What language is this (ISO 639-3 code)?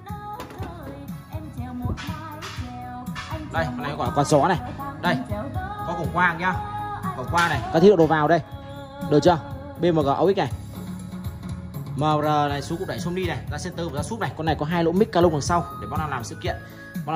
vie